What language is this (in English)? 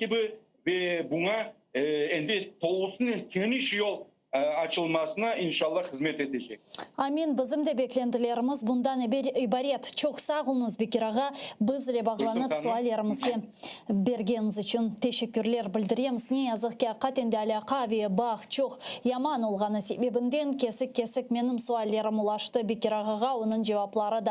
Crimean Tatar